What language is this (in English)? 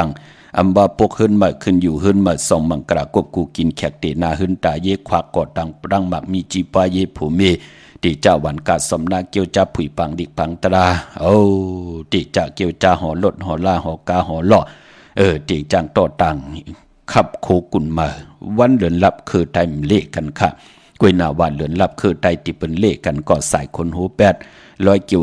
Shan